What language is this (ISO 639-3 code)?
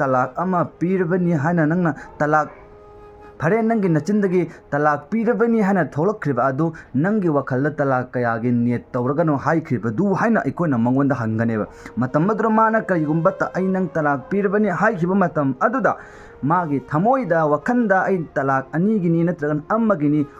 mni